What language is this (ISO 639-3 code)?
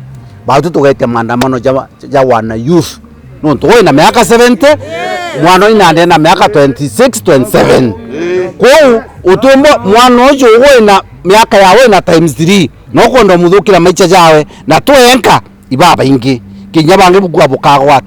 mer